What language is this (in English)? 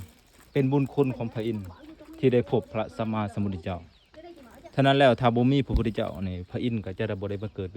Lao